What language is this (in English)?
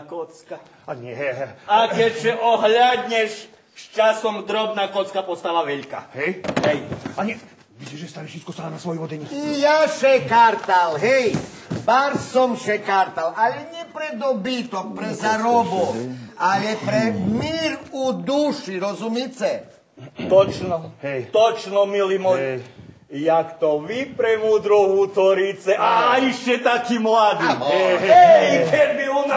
Rusyn